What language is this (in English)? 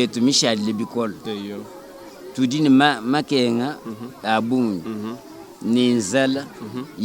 Luba-Lulua